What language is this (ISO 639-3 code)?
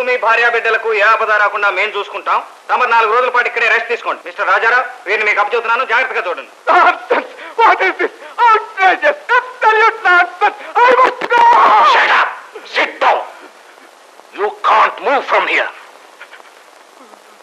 tel